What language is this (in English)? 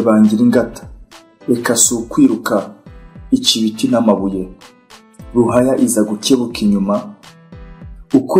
Kinyarwanda